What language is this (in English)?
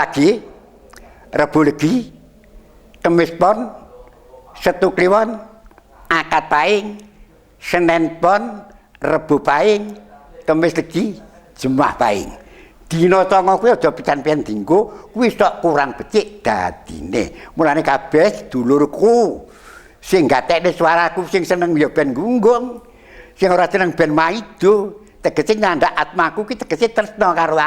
Javanese